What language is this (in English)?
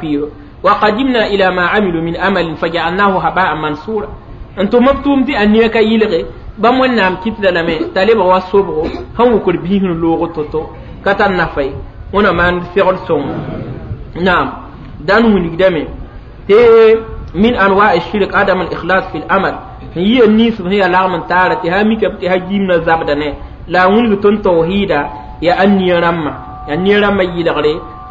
Mossi